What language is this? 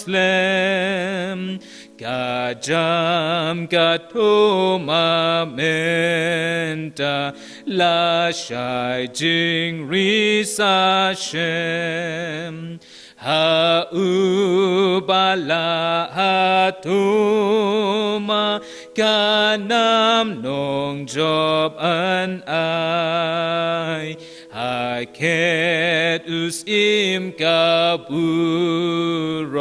Khasi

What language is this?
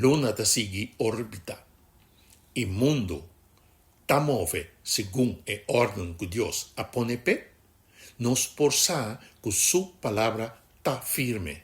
Papiamento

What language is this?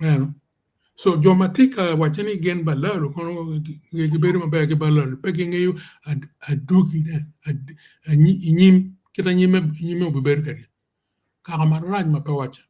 Acoli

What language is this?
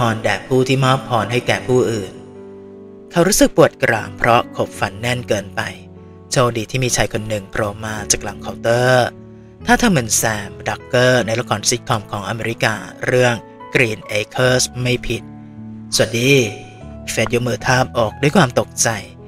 Thai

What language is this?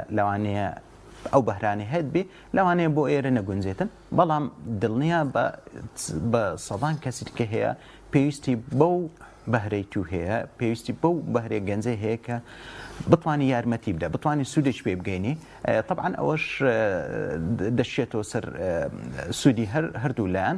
Central Kurdish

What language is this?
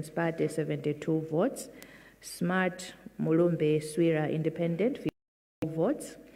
Nyanja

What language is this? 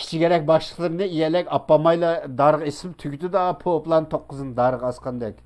Uyghur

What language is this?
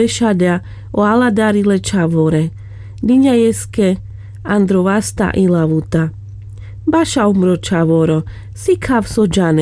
Carpathian Romani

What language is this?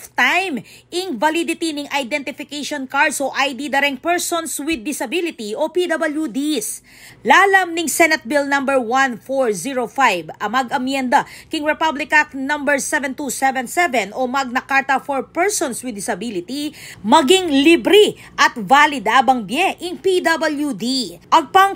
Pampanga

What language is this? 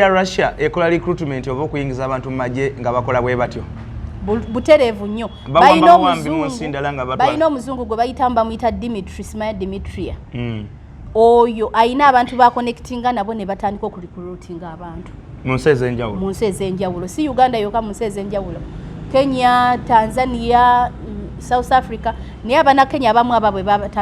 Ganda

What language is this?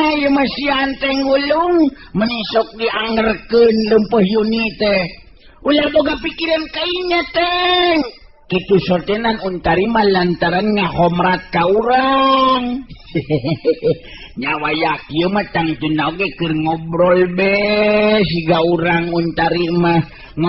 Sundanese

